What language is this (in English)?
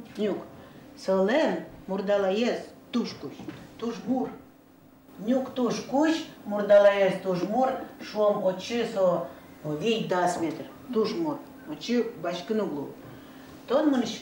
Udmurt